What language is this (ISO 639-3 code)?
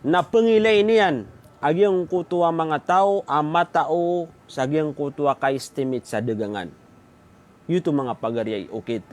mrw